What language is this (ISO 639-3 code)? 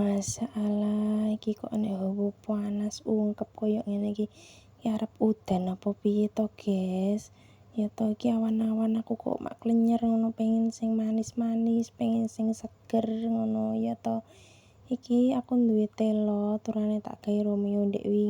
jav